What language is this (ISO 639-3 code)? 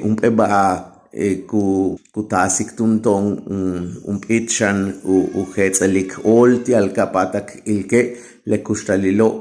yua